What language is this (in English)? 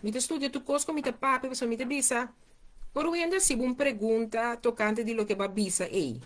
Papiamento